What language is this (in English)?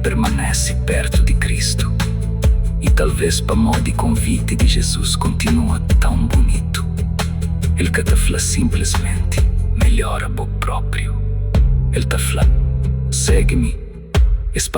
Kabuverdianu